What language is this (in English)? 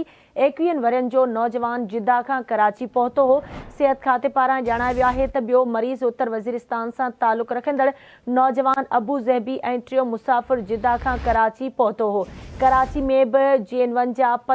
Sindhi